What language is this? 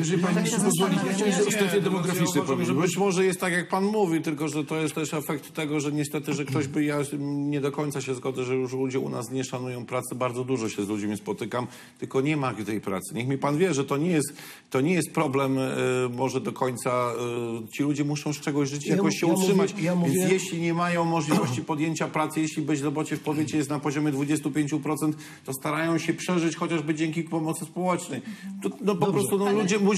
Polish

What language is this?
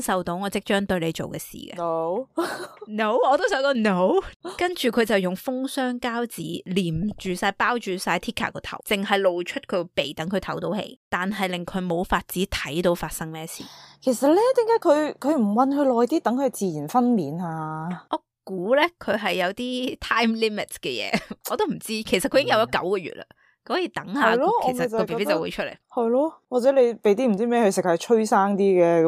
Cantonese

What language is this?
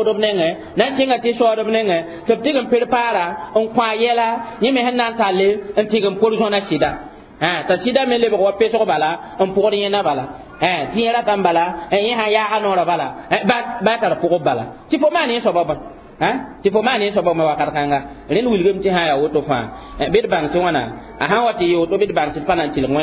Mossi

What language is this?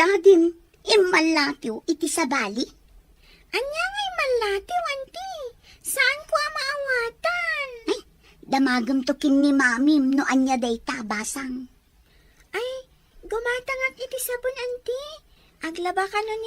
Iloko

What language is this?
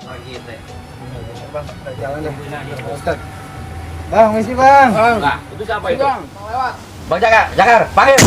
Betawi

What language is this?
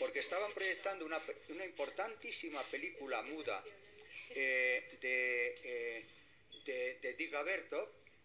Spanish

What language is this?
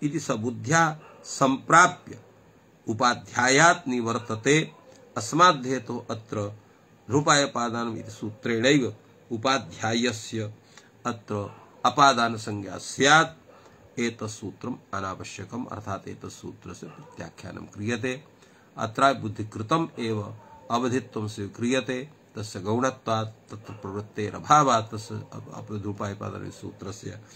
Sanskrit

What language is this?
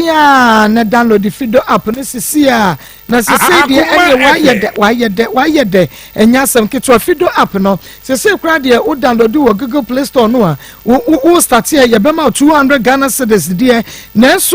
Akan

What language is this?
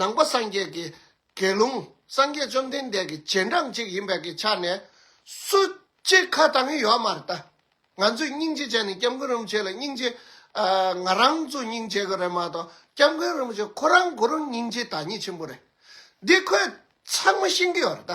Tibetan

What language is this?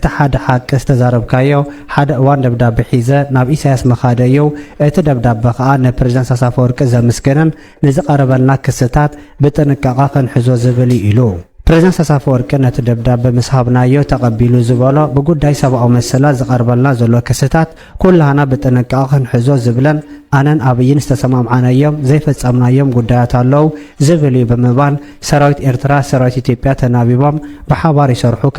Tigrinya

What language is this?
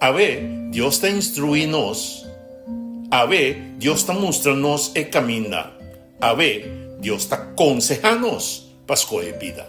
Papiamento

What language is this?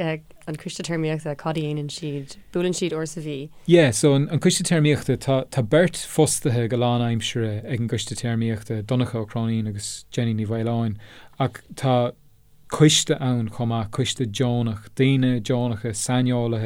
Irish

